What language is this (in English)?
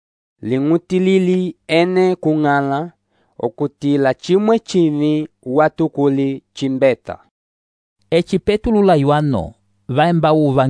Umbundu